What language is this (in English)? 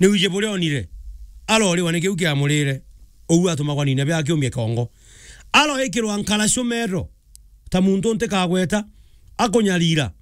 Meru